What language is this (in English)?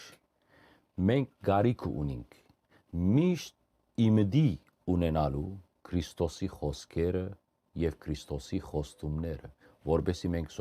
Western Armenian